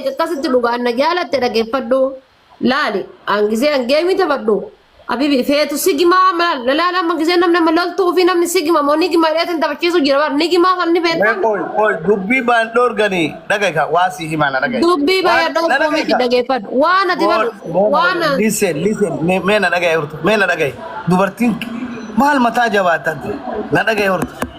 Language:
Oromo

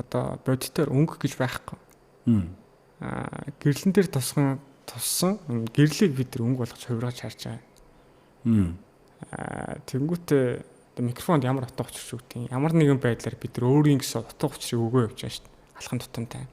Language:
Mongolian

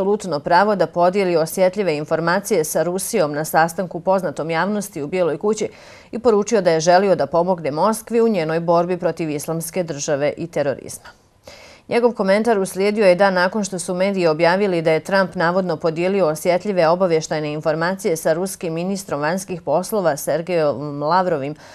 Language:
Bosnian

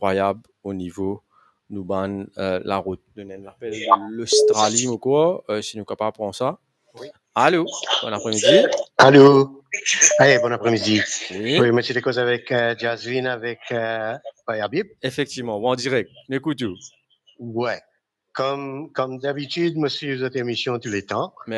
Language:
Morisyen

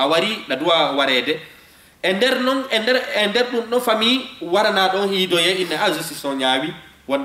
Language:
Fula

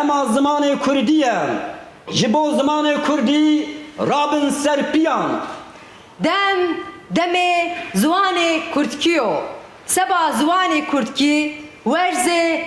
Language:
Kurdish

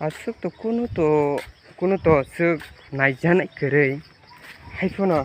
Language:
Kok Borok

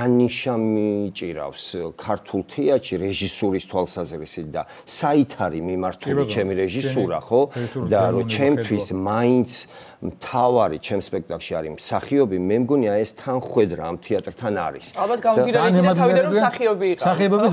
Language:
Georgian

